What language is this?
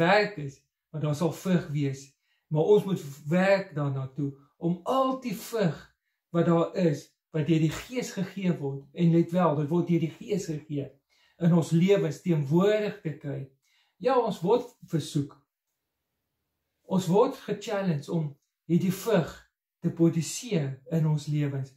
Afrikaans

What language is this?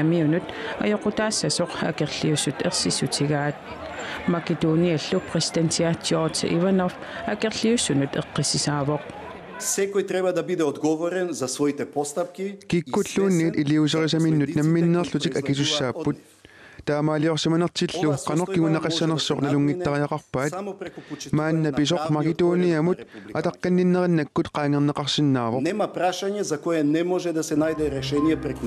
Kalaallisut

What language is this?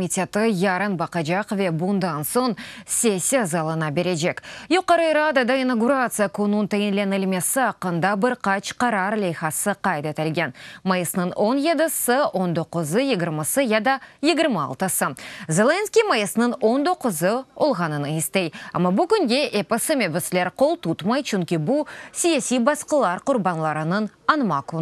Crimean Tatar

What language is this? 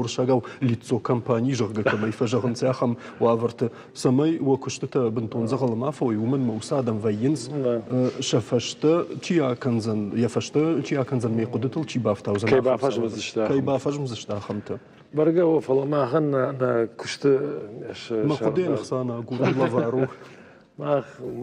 Ossetic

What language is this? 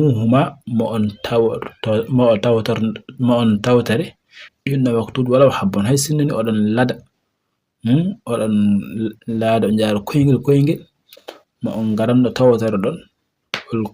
Fula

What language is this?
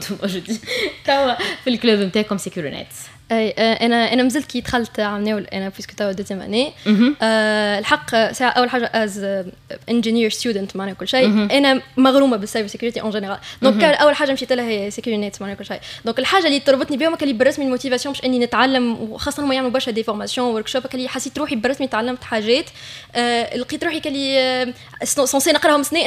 Tunisian Arabic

